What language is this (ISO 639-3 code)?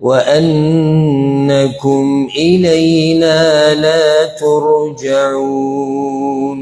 pus